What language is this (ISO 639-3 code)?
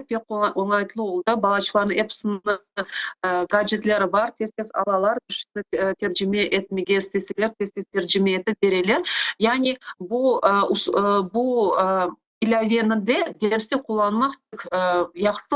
crh